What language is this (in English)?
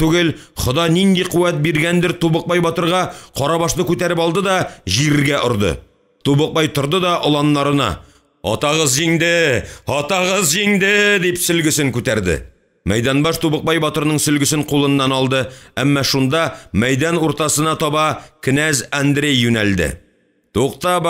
Tatar